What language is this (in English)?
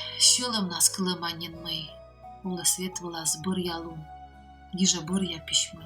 Komi